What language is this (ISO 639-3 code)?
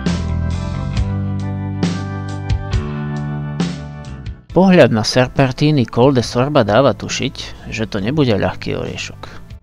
slk